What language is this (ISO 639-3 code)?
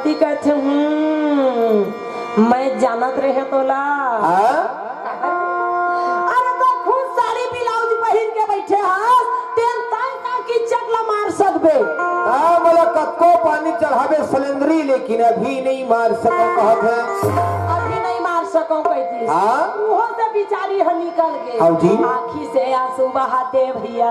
hne